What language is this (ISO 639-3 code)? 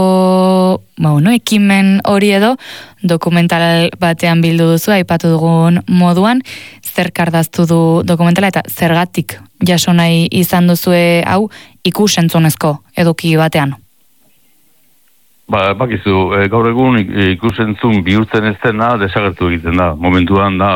eus